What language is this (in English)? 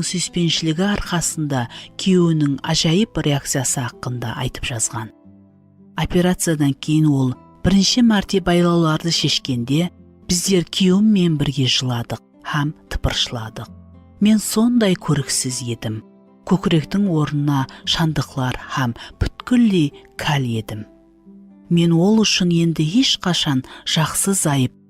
Kara-Kalpak